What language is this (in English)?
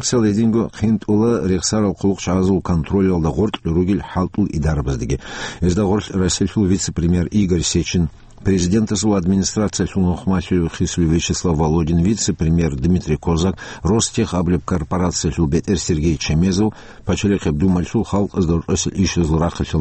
Avaric